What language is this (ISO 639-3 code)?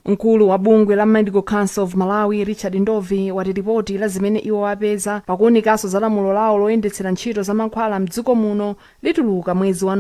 nya